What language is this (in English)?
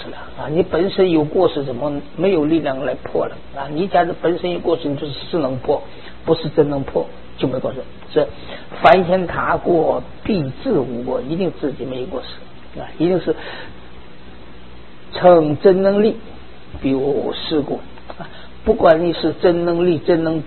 Chinese